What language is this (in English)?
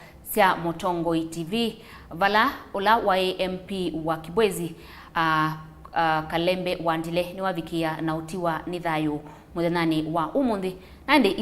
Kamba